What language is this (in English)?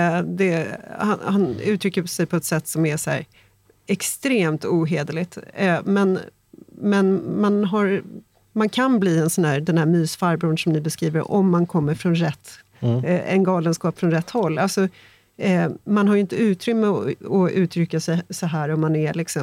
Swedish